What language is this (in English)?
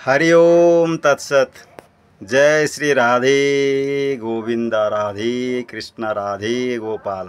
Odia